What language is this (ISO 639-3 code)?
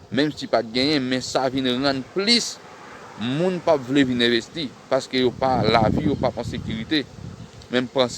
hat